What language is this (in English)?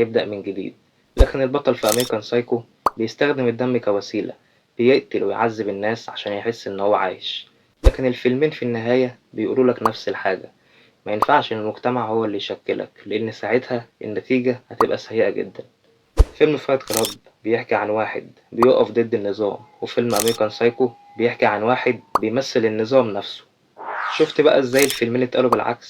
Egyptian Arabic